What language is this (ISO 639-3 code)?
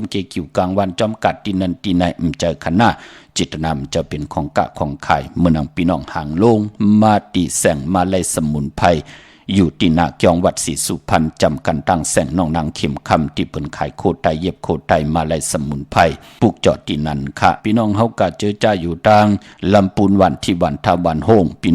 shn